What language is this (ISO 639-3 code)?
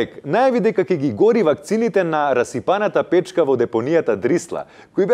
mkd